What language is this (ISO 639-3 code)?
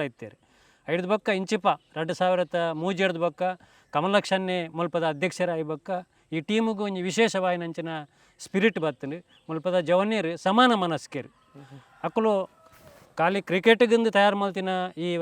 tcy